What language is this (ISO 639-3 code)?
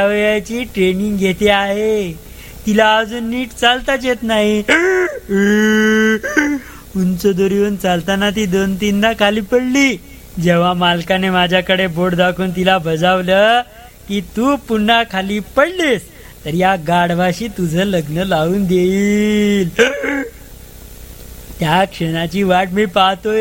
mar